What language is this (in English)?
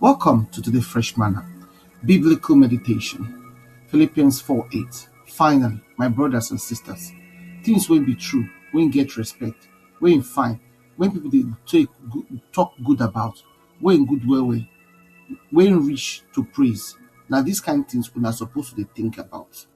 Nigerian Pidgin